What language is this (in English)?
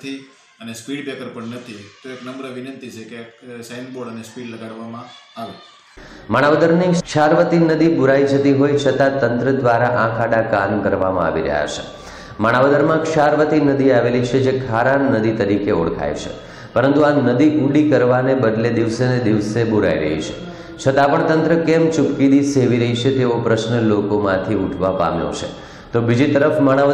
Gujarati